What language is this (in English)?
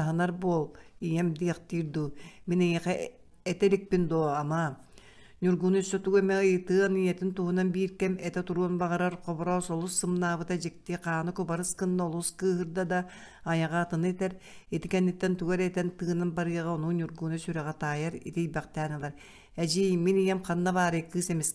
Yakut